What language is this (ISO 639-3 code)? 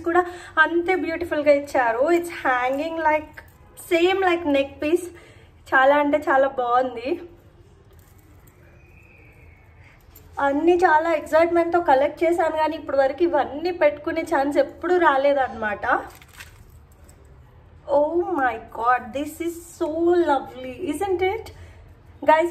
tel